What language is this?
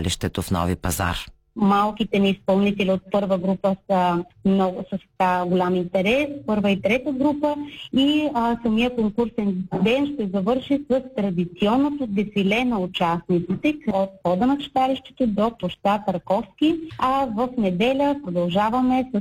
Bulgarian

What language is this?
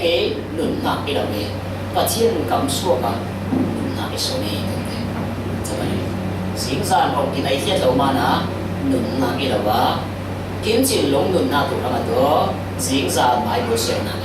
Falam Chin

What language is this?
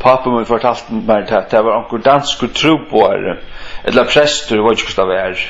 Faroese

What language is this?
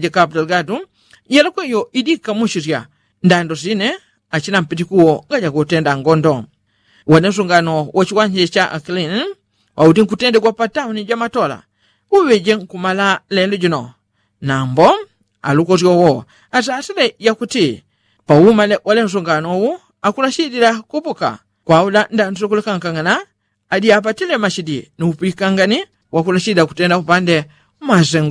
Yao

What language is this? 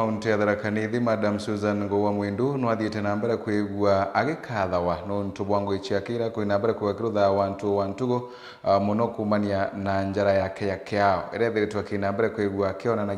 Meru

